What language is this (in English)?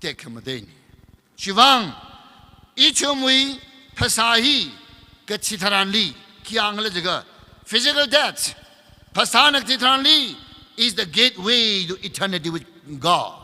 Tangkhul Naga (India)